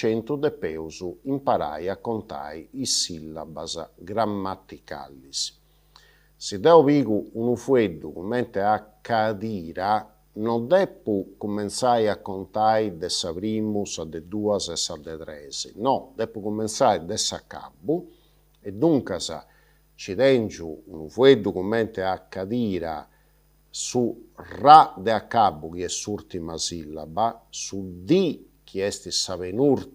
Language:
Sardinian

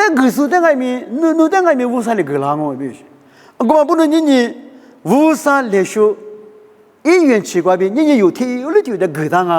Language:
Lisu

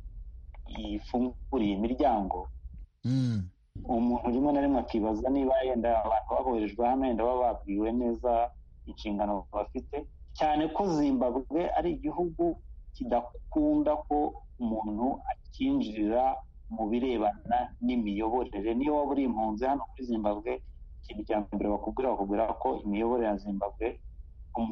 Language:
Kinyarwanda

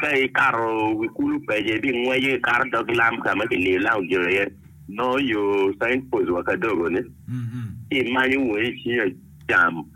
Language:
Acoli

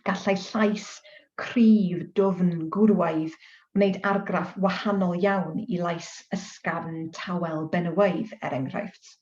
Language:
Welsh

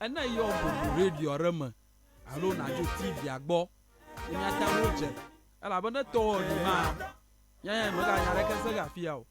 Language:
Ewe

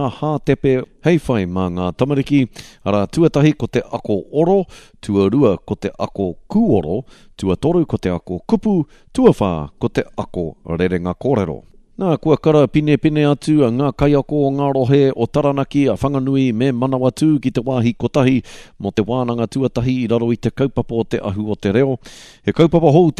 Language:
Māori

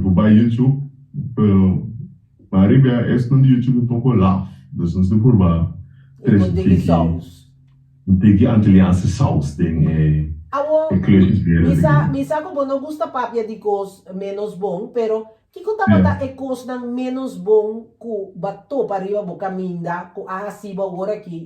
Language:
Papiamento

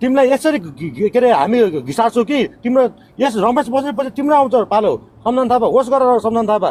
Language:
Nepali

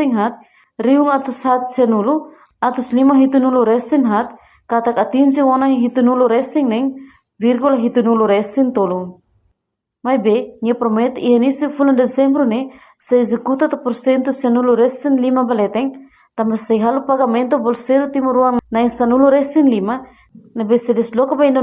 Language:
Tetum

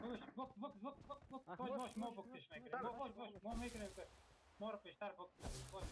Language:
Persian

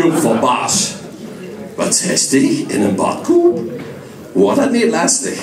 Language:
Limburgish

